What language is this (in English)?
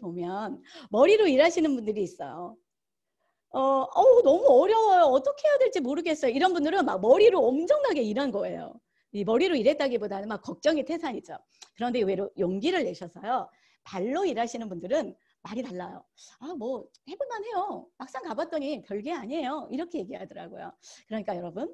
Korean